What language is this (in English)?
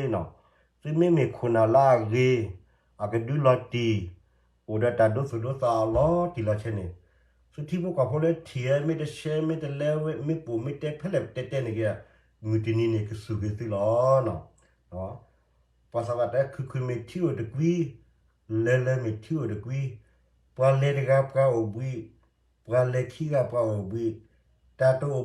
S'gaw Karen